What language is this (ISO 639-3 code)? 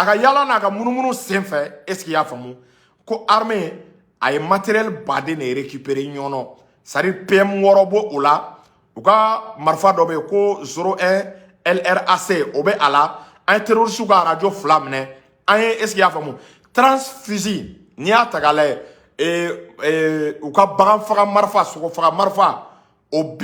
bam